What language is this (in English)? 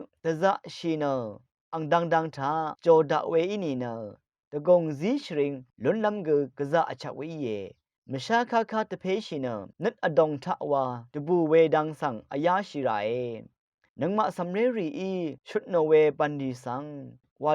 Rawang